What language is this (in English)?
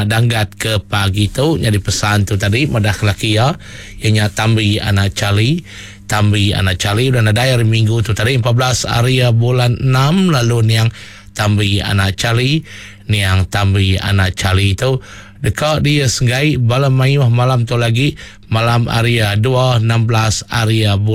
Iban